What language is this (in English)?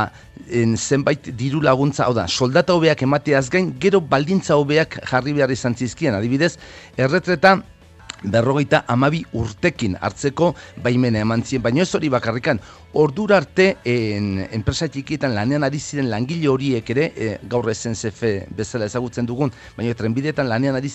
Basque